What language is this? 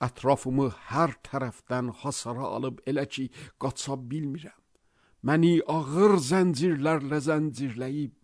Azerbaijani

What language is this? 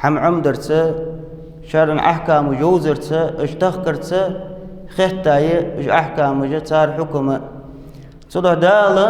Ingush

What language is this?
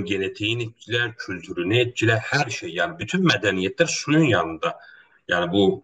South Azerbaijani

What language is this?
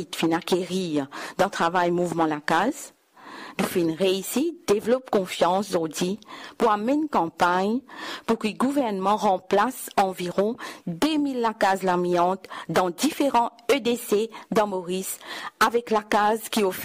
Morisyen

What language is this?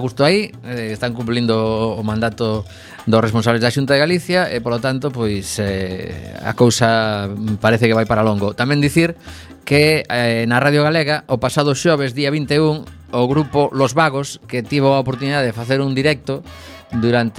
Galician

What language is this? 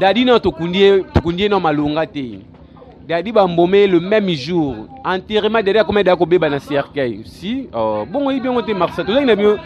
Lingala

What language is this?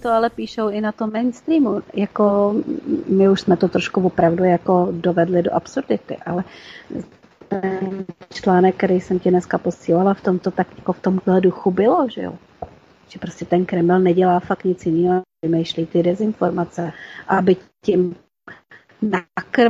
Czech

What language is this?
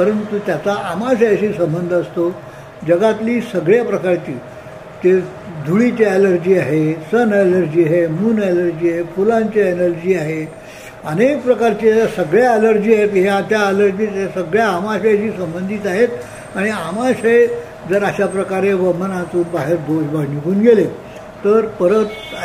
Marathi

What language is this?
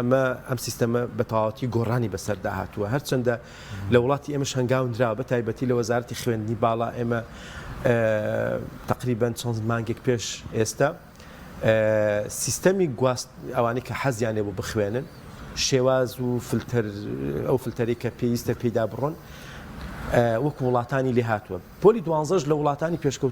Central Kurdish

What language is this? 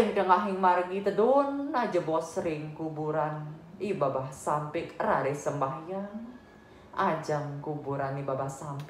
Balinese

